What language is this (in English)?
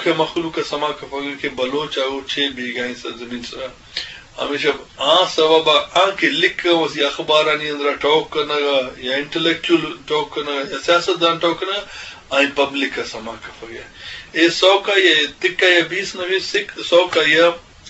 Eastern Balochi